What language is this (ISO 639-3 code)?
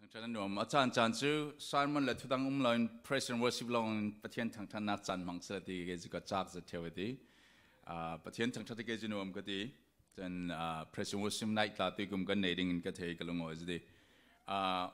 cfm